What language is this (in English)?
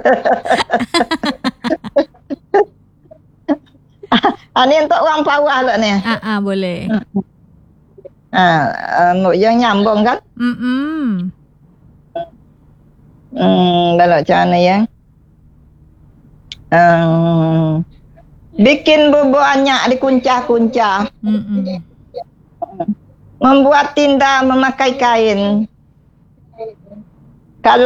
Malay